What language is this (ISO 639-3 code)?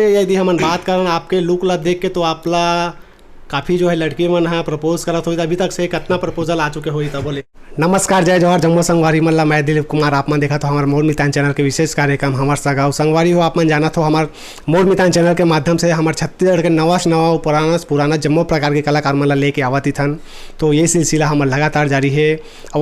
hne